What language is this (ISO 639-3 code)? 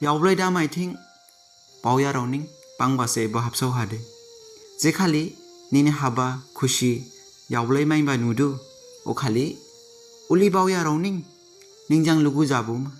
dis